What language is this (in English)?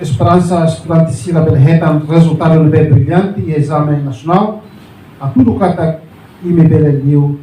Tetum